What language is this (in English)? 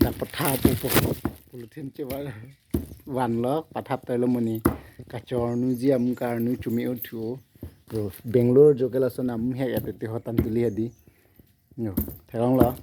Karbi